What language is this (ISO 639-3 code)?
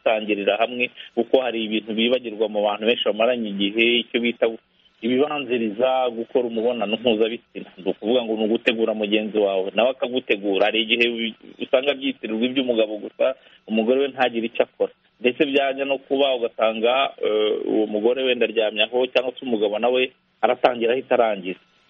kin